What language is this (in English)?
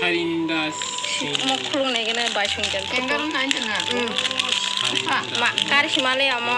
Kok Borok